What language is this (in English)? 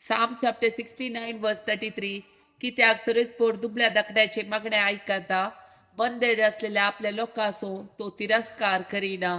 Konkani